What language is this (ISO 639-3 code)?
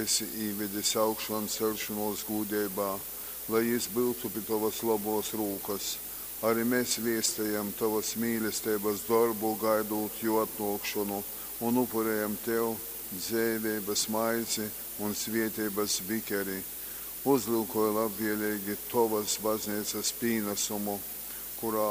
ltg